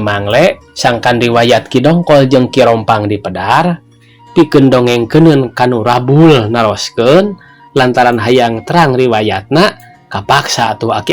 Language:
Sundanese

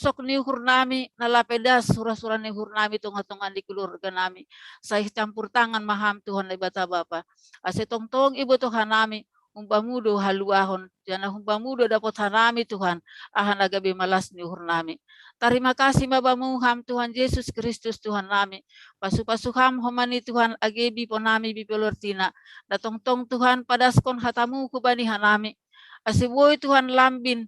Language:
Batak Simalungun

